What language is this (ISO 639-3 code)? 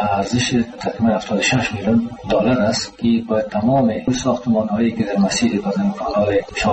fas